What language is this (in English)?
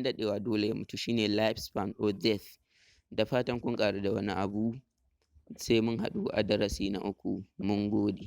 Hausa